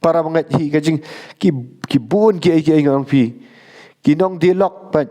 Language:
Khasi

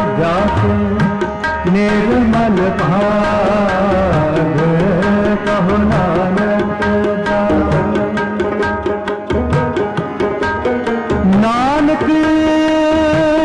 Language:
Punjabi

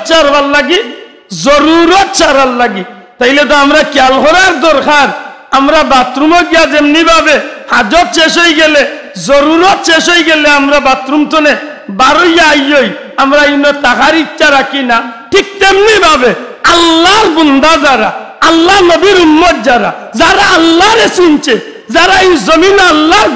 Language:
Sylheti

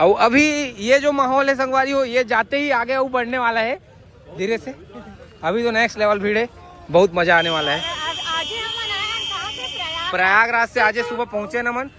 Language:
Chhattisgarhi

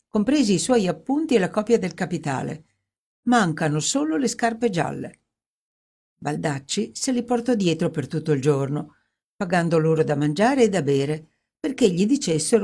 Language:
Italian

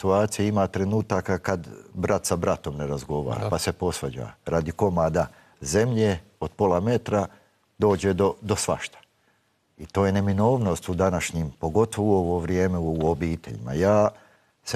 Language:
Bosnian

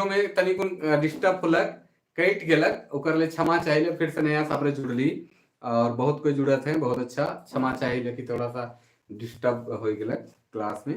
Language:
Sadri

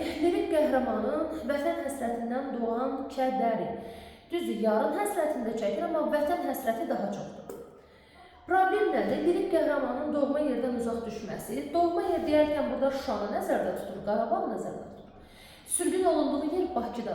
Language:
Azerbaijani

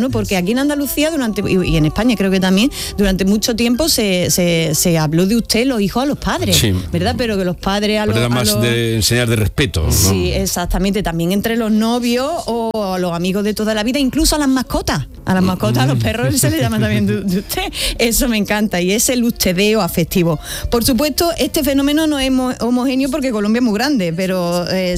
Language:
Spanish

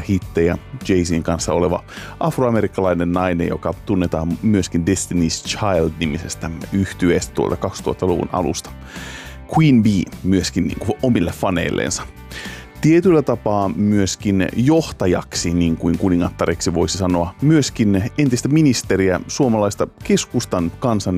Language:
Finnish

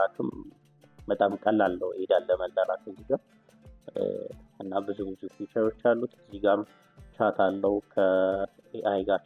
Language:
Amharic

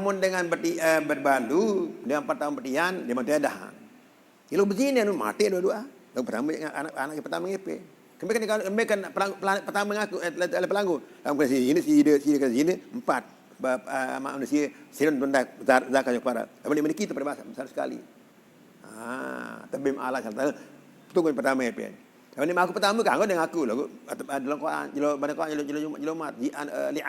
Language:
Sasak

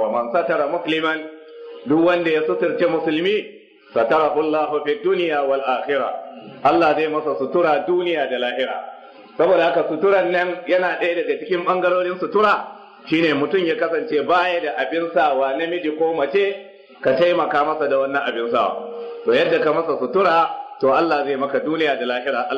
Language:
Hausa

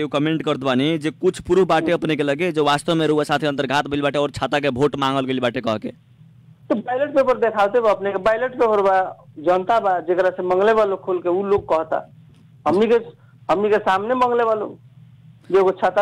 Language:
Bhojpuri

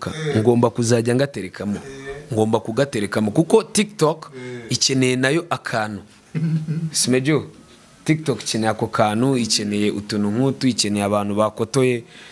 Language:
Kinyarwanda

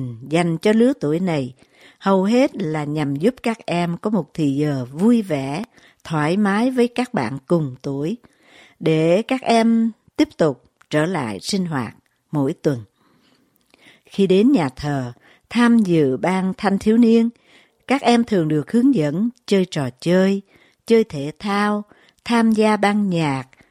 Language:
Vietnamese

